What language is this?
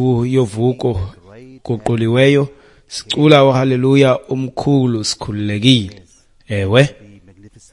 Xhosa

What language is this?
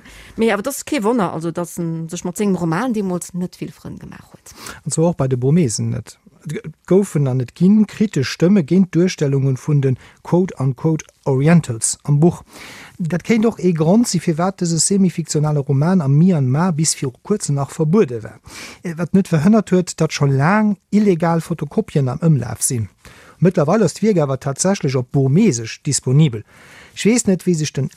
Luxembourgish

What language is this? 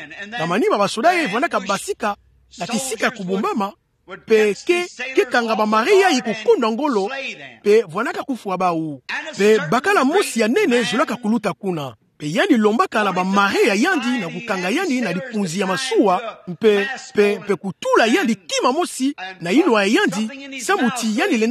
Kituba (Democratic Republic of Congo)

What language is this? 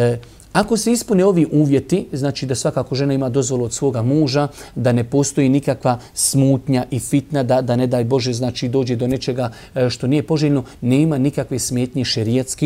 Bosnian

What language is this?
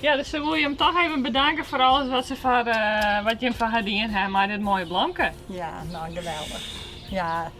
Western Frisian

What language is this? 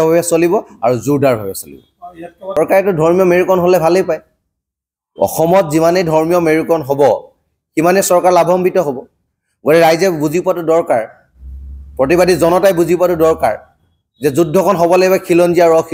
Assamese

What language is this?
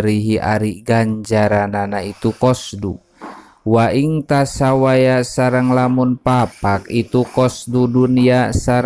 Sundanese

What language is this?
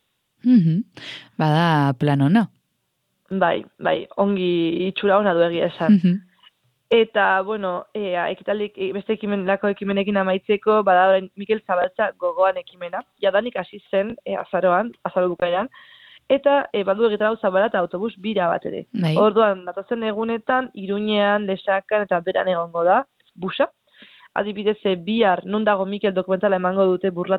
Basque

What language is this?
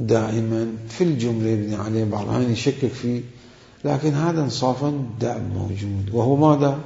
Mesopotamian Arabic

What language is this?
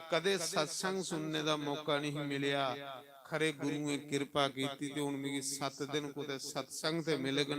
Dogri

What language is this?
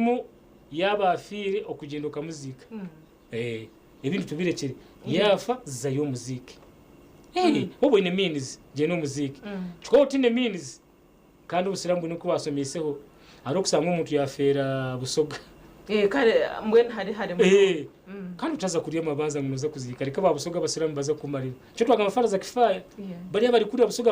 Nyankole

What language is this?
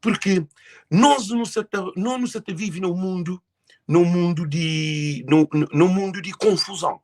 Kabuverdianu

